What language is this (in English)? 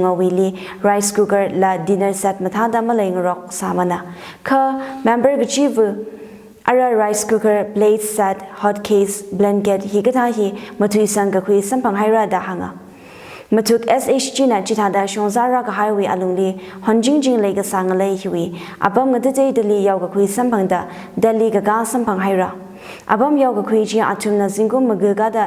Tangkhul Naga (India)